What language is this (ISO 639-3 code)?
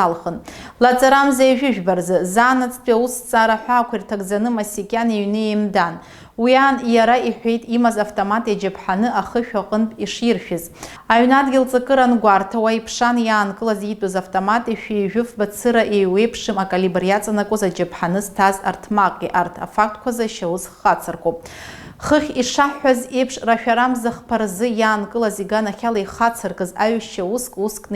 abk